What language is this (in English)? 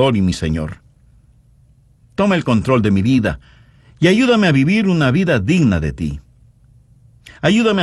Spanish